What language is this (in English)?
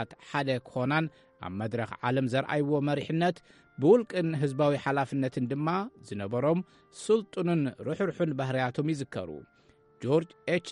Tigrinya